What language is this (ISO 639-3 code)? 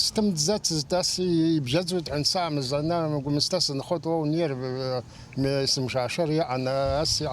abk